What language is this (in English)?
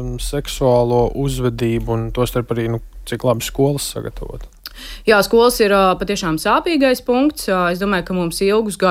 Latvian